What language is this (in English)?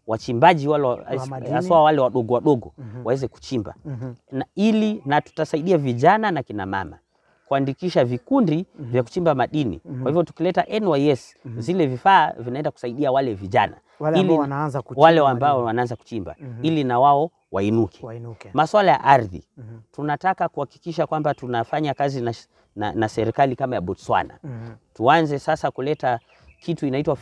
Swahili